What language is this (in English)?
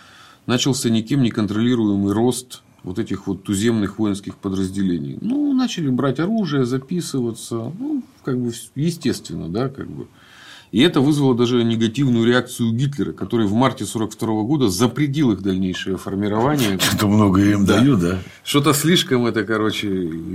Russian